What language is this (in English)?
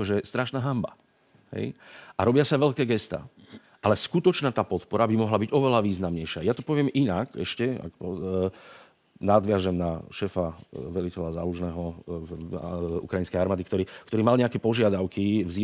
Slovak